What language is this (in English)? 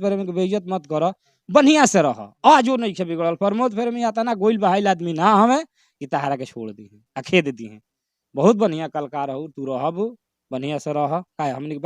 Bhojpuri